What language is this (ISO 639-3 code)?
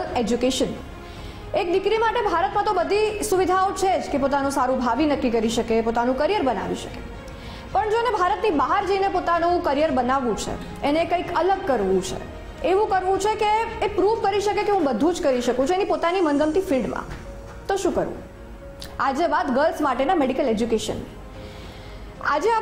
guj